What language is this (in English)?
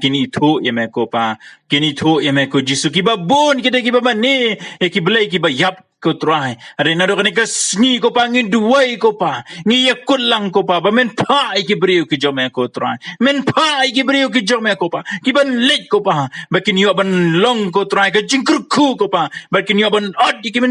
Khasi